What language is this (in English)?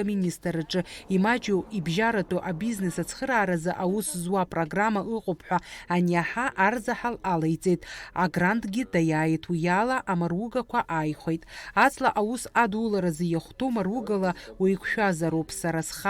Abkhazian